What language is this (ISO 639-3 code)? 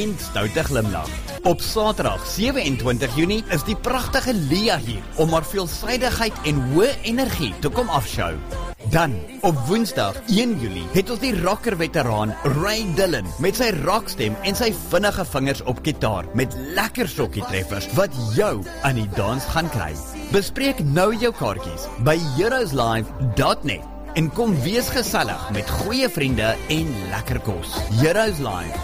afr